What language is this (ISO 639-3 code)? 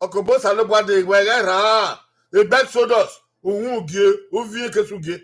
bin